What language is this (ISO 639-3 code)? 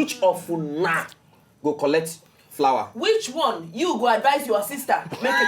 pcm